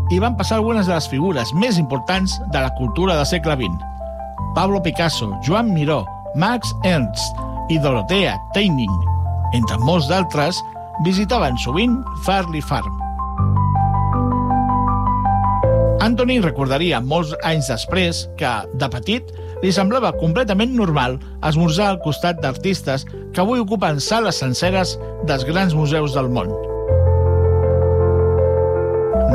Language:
Catalan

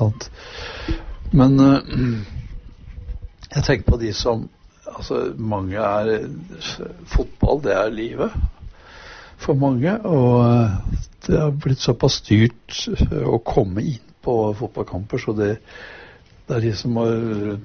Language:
Norwegian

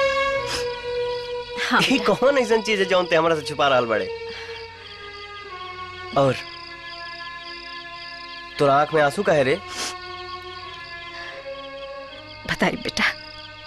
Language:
Bhojpuri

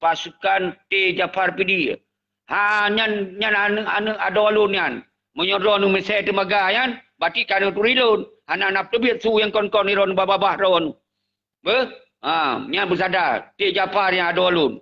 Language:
Achinese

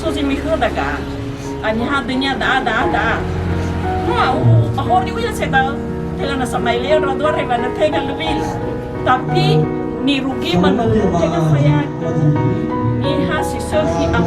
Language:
Nias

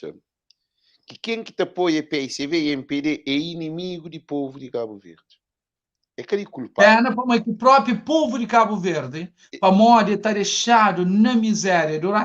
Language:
Kabuverdianu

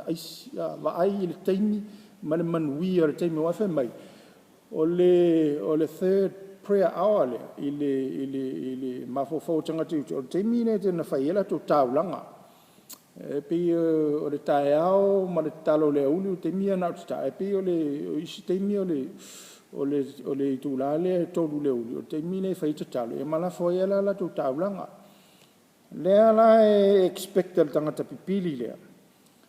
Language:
Samoan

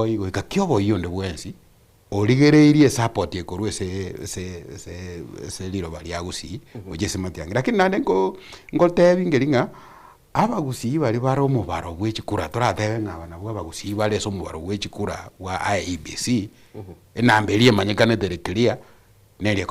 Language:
Gusii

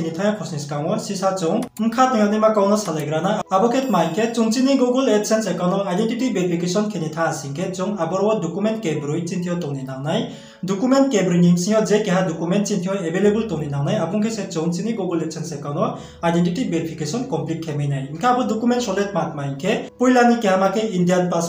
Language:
Riang (India)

